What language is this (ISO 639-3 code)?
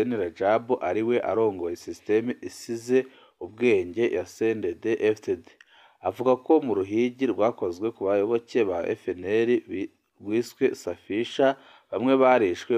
run